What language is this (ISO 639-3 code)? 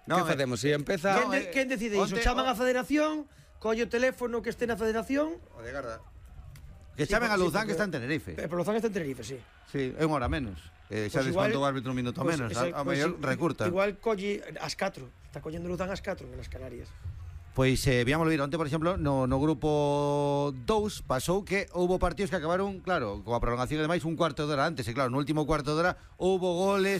glg